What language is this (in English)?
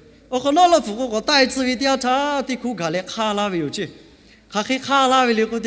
Lahu